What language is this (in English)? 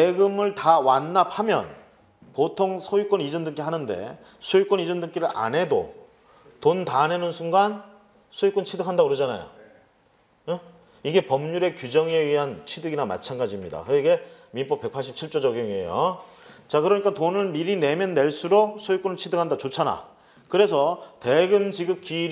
Korean